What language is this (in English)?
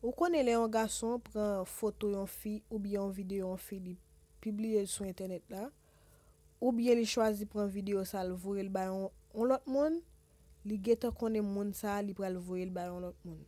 Haitian Creole